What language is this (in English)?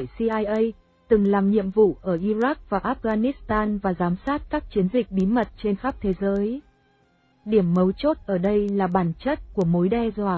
Vietnamese